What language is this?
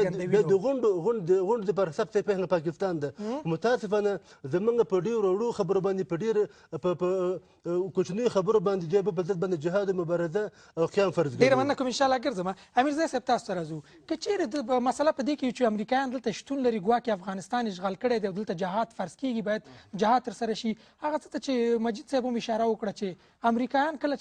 Pashto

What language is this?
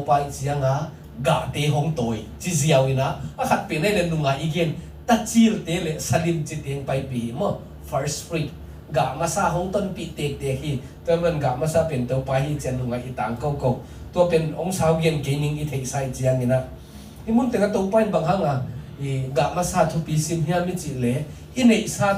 Tedim Chin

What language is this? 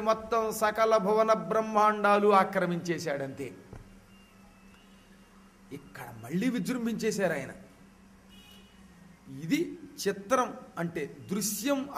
Telugu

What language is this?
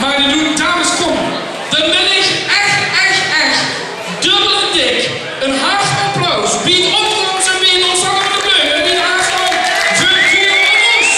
Limburgish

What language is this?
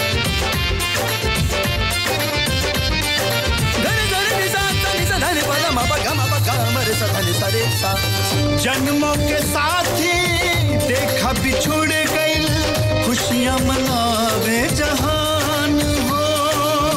Bhojpuri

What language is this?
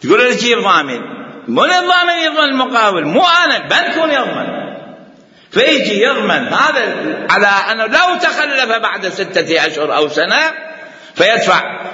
Mesopotamian Arabic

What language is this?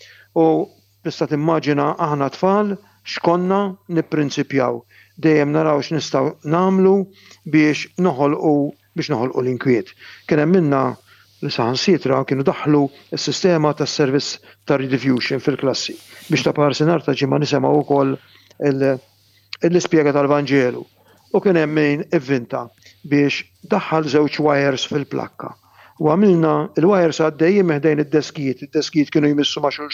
Maltese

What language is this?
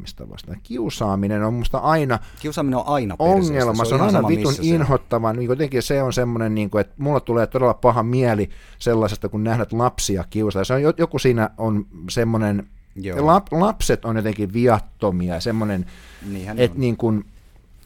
Finnish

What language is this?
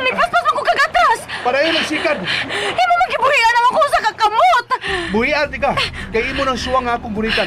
Cebuano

